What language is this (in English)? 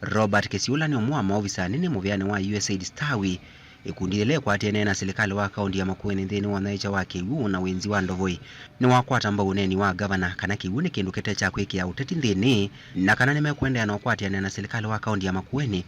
Kamba